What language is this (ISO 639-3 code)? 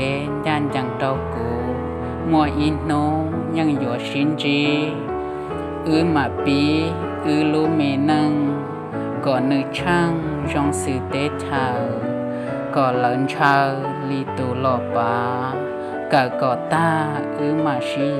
hmn